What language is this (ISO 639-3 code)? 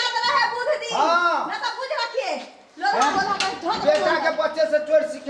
mai